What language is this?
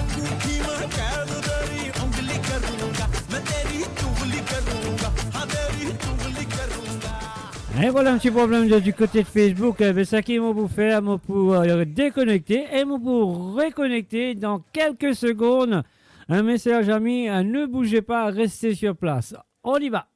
Morisyen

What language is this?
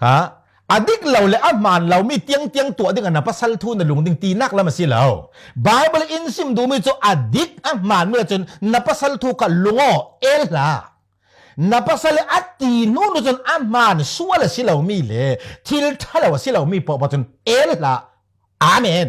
Falam Chin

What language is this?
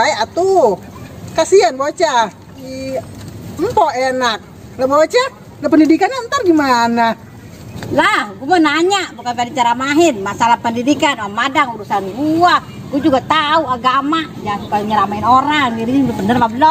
Betawi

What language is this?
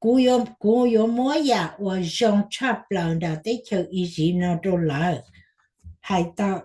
Hmong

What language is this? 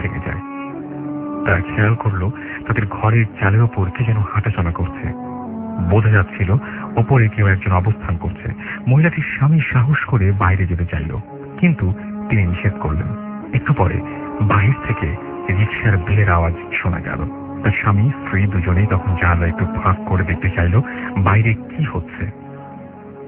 Bangla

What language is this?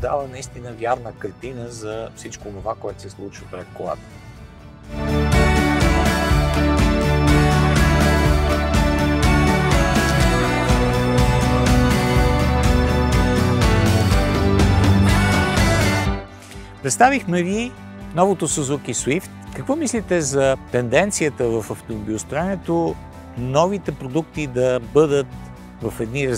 Bulgarian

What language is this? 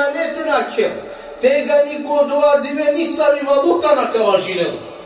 Balkan Romani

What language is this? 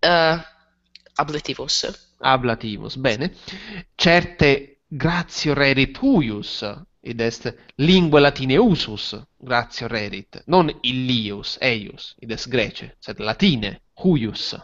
Latin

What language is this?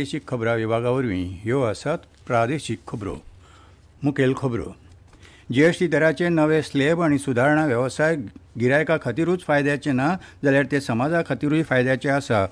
Konkani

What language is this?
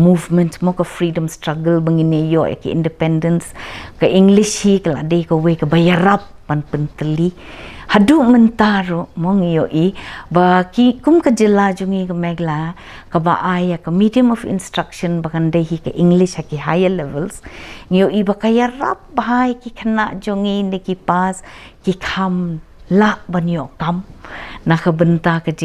Khasi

